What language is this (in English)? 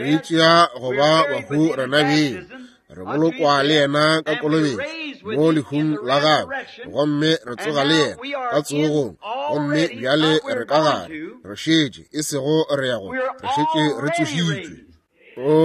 Northern Sotho